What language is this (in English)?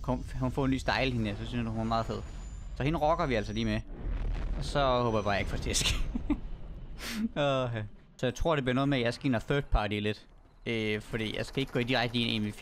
Danish